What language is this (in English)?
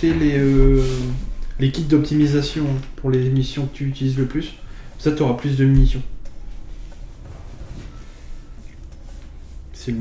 French